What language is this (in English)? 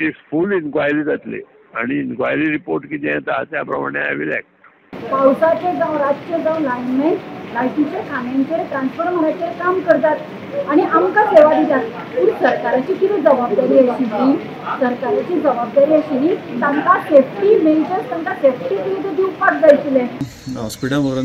Konkani